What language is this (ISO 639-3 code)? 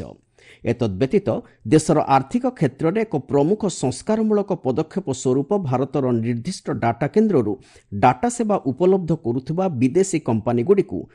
ori